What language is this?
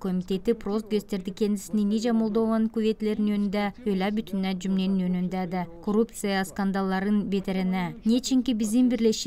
Gagauz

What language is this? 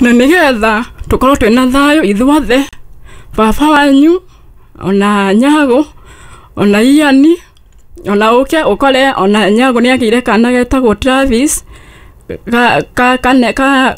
Kikuyu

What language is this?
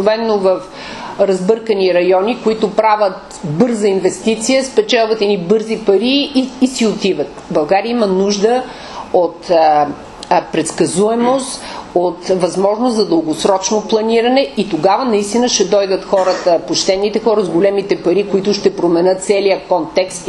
Bulgarian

